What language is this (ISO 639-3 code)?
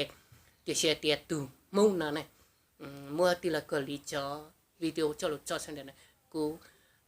hmn